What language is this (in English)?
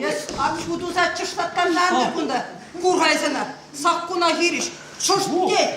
Chuvash